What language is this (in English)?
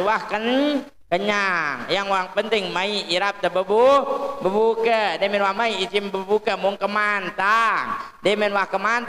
Sasak